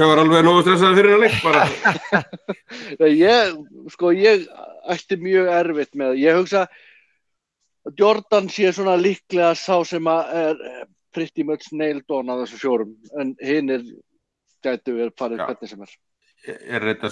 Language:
Icelandic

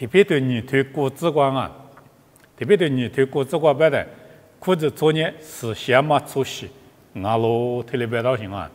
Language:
Lisu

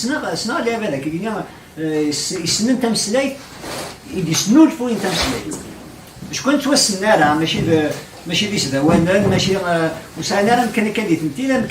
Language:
Kabyle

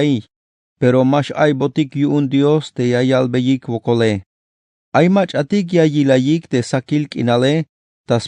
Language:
Tzeltal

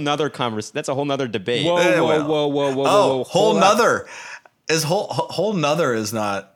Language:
English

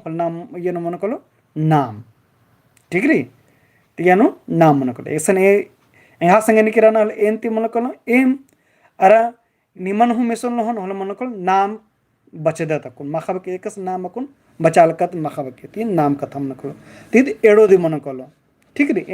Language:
Kurukh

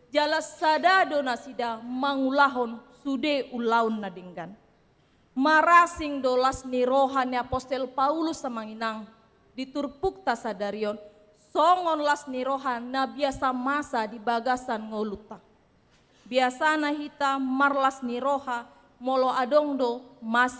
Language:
Batak Toba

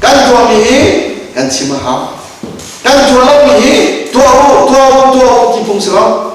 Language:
Hakha Chin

